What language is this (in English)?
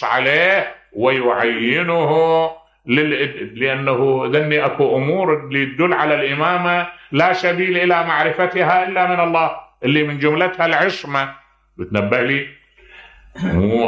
Mesopotamian Arabic